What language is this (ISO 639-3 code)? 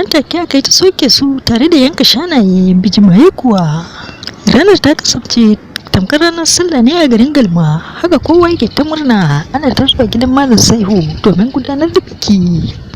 hau